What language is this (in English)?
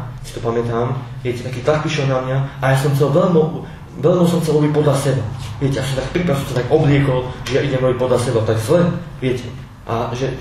Slovak